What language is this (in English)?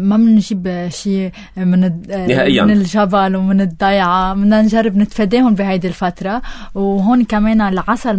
North Levantine Arabic